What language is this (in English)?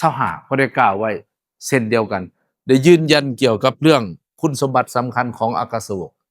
Lao